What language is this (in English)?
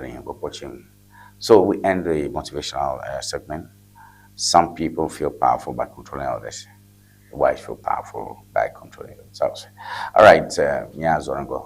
Ewe